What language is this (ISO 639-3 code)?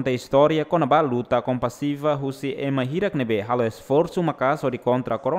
tet